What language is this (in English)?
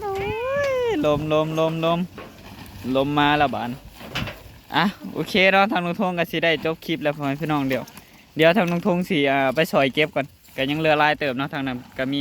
Northeastern Thai